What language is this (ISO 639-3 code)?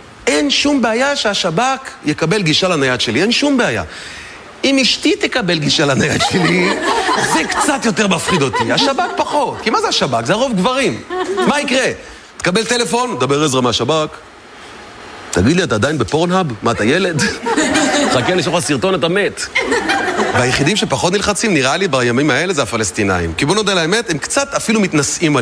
heb